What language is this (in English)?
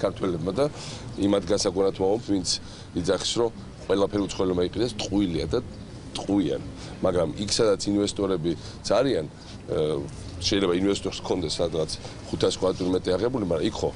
Georgian